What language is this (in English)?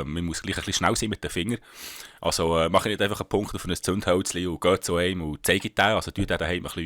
Swiss German